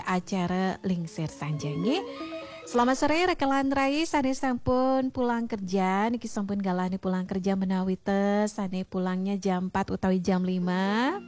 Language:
Balinese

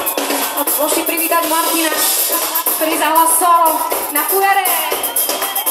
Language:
Slovak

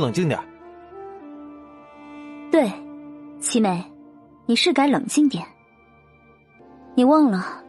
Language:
Chinese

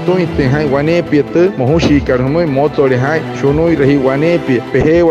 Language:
Wayuu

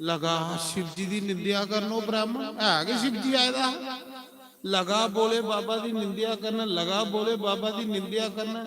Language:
Dogri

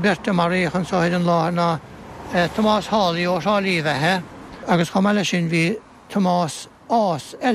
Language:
Irish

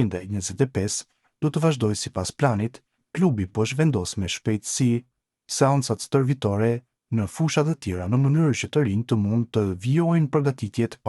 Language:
Albanian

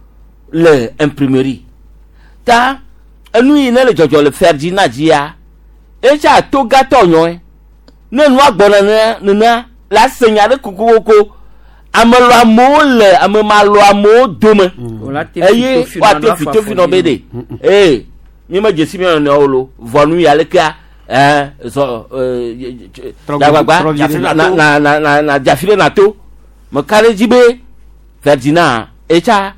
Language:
Gen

